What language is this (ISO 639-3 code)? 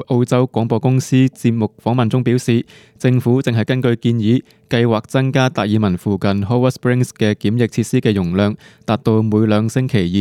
yue